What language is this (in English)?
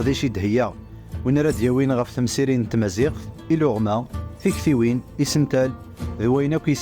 Kabyle